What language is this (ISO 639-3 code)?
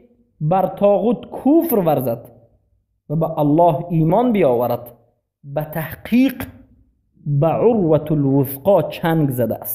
tgk